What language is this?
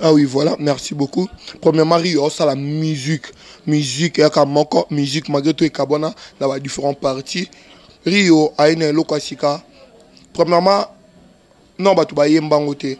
Lingala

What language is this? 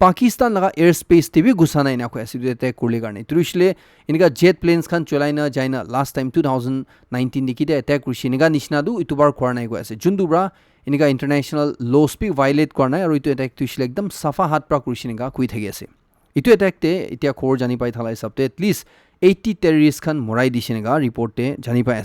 Naga Pidgin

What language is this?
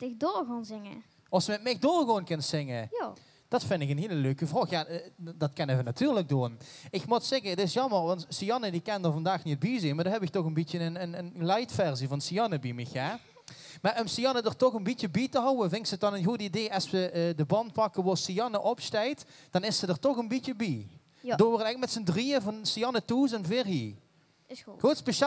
Limburgish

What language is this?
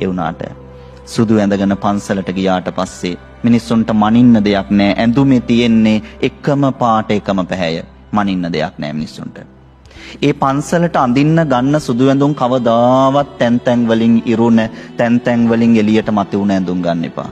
Sinhala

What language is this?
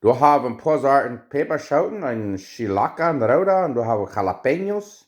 Plautdietsch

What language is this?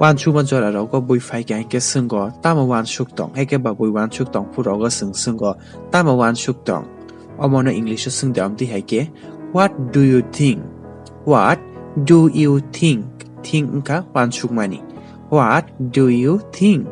Kok Borok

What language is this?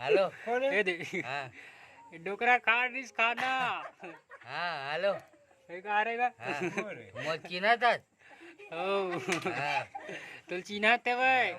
Chhattisgarhi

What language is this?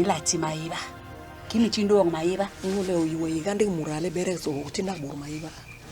Basaa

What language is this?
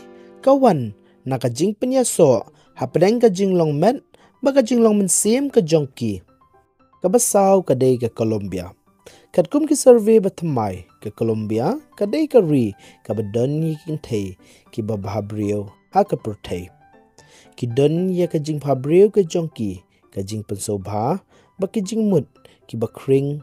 Khasi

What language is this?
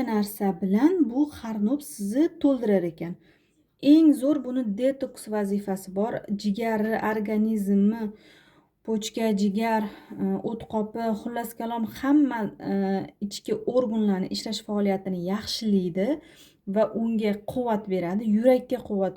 Uzbek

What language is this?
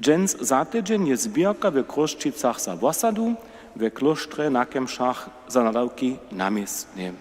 Upper Sorbian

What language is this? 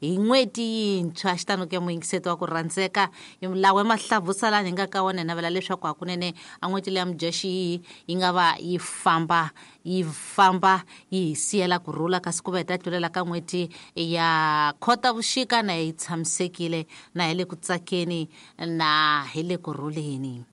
Tsonga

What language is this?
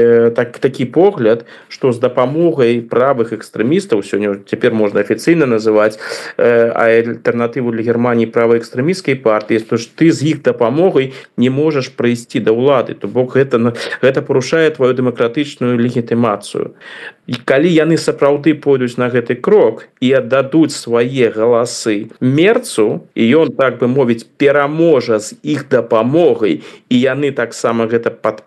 Belarusian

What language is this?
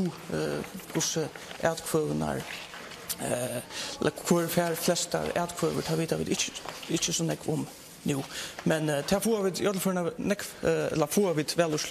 Faroese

